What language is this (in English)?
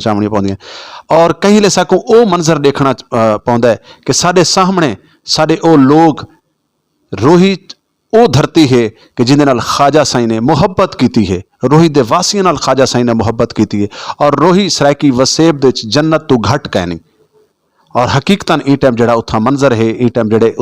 Saraiki